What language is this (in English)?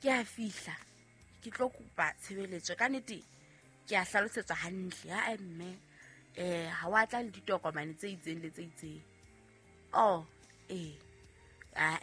Southern Sotho